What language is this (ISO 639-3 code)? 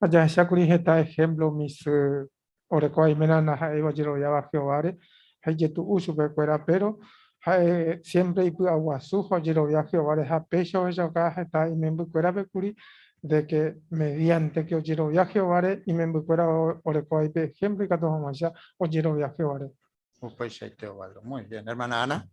grn